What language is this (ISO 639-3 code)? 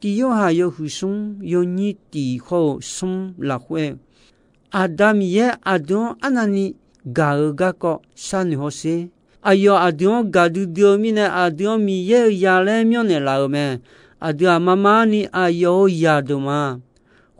ahk